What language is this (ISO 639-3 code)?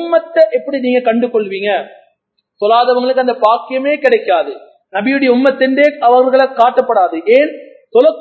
tam